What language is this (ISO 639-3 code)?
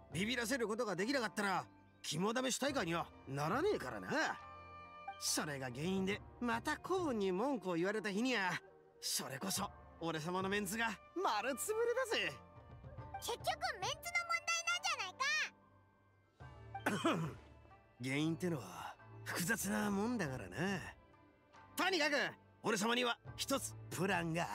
jpn